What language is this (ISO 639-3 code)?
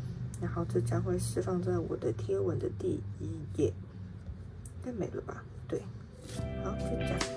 zho